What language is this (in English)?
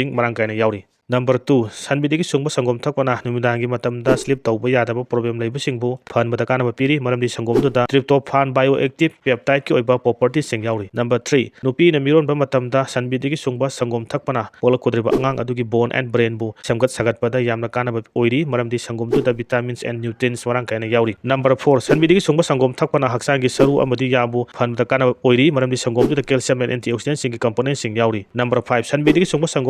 Manipuri